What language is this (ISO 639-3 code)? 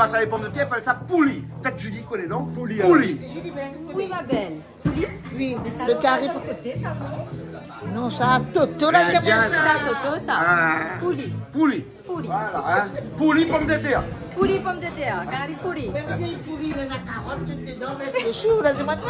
rcf